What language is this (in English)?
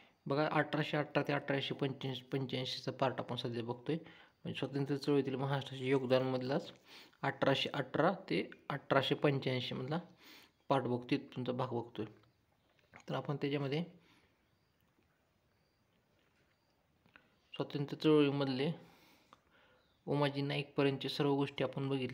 Marathi